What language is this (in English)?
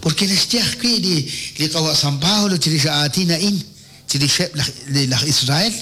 Kekchí